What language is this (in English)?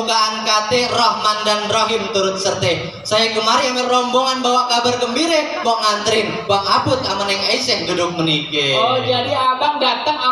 Betawi